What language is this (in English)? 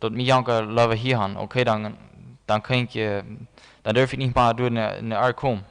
Plautdietsch